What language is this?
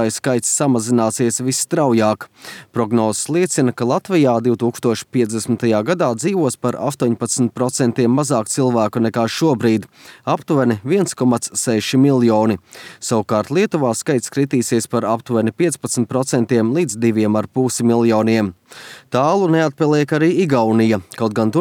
Latvian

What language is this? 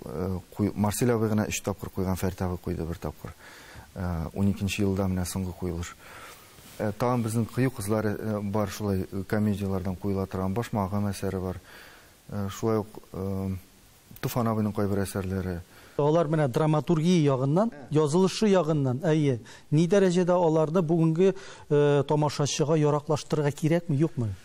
Tatar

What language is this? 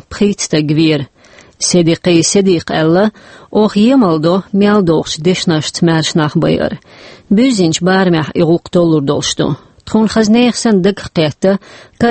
Chechen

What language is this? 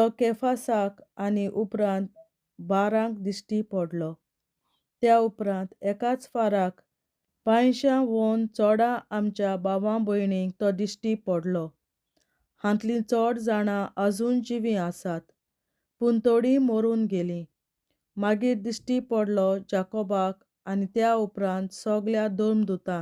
Konkani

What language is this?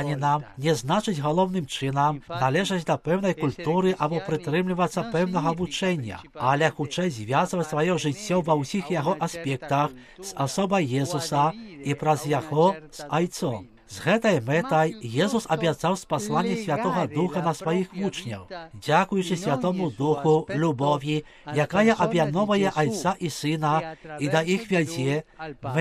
Belarusian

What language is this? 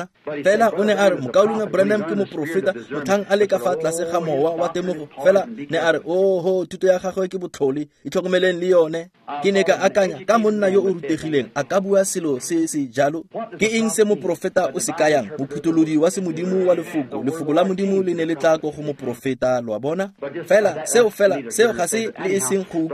Tswana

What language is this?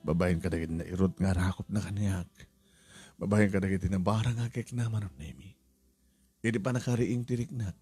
Iloko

